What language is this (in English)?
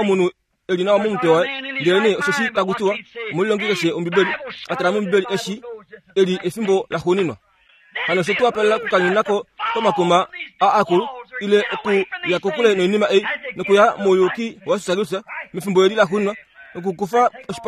Kuanyama